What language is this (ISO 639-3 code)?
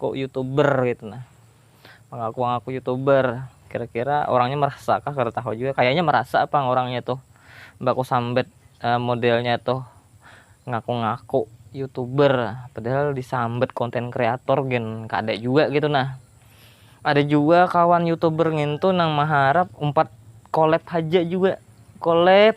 bjn